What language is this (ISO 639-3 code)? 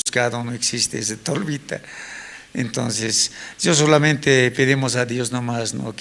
quh